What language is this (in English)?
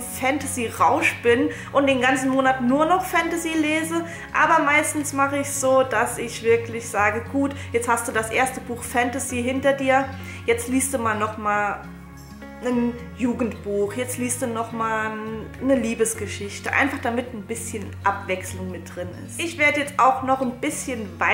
German